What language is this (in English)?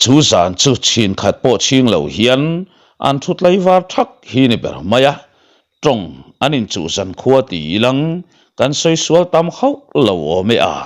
Mizo